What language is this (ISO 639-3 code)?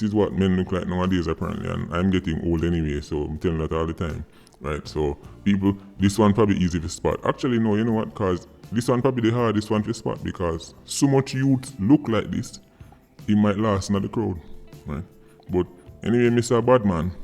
jam